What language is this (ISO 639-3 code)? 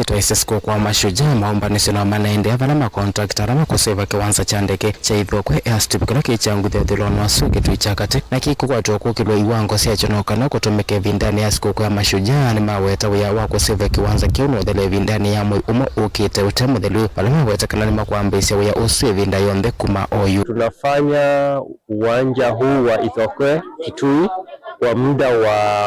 kam